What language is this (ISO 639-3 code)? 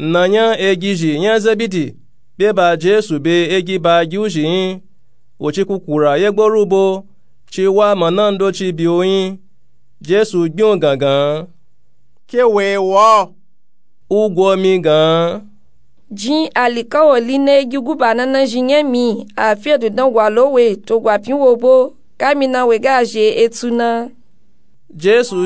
nup